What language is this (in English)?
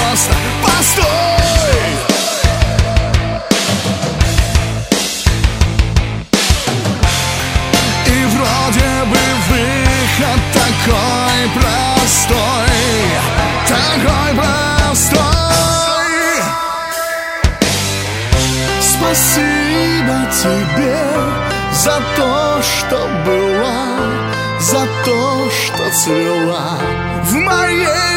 Russian